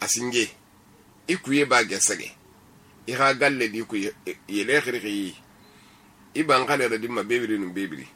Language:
Susu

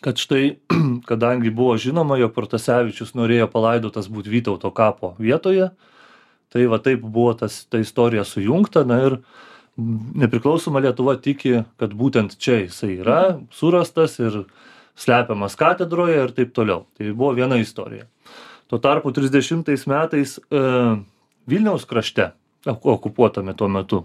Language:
Lithuanian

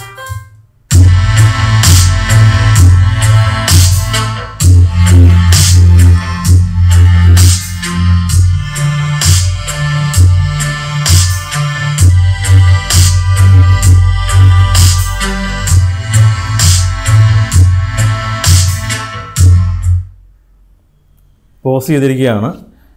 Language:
Malayalam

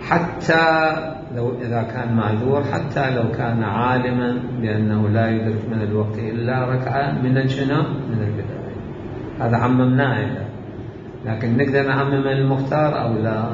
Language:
Mesopotamian Arabic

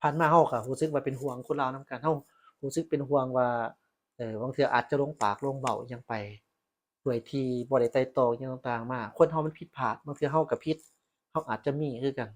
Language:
Lao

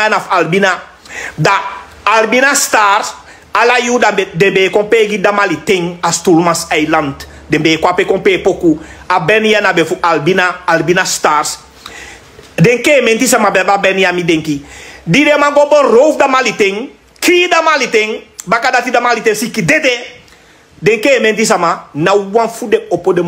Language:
Sranan Tongo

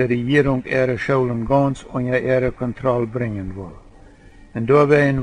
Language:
Plautdietsch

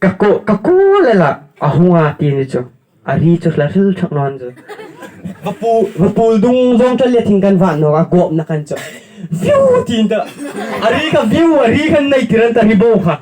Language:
Hmar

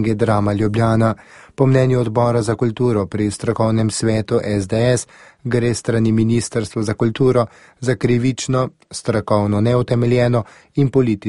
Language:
Slovenian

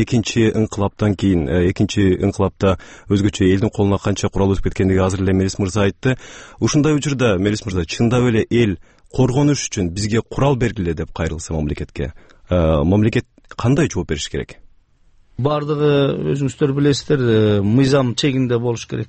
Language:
Kyrgyz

